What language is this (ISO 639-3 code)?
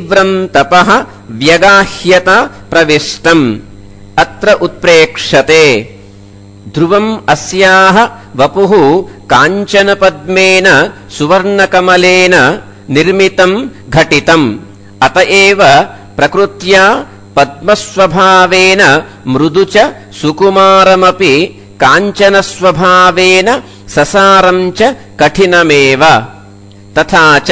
san